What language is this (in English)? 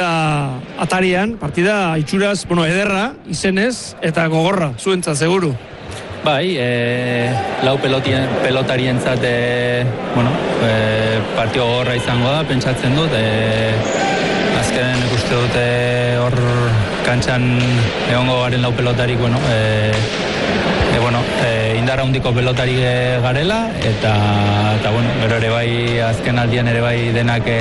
Basque